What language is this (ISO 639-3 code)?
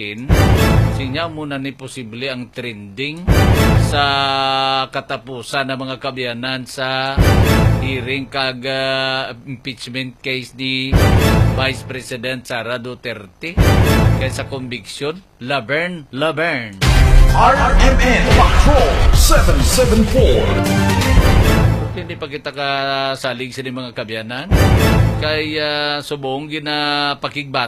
hil